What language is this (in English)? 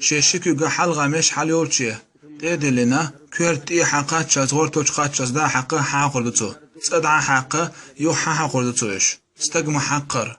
Chechen